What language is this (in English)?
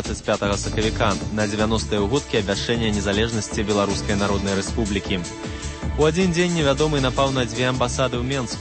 Belarusian